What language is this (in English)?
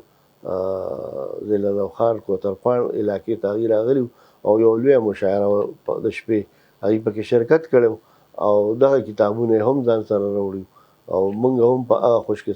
Pashto